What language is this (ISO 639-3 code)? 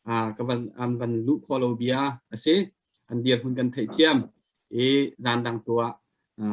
cnh